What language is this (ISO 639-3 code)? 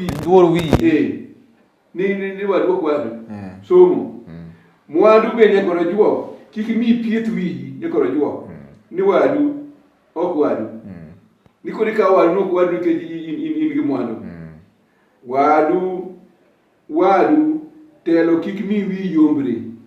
luo